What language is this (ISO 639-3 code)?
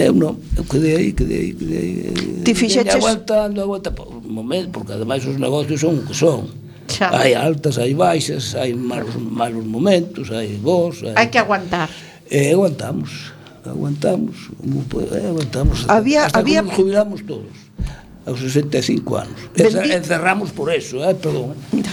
glg